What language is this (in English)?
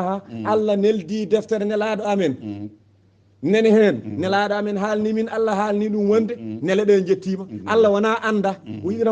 Fula